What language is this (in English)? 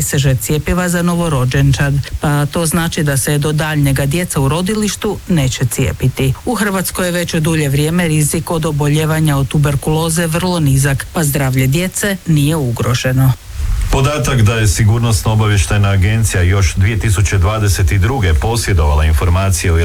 Croatian